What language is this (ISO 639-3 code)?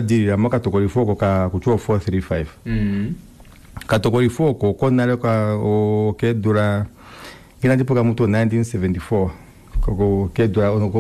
kua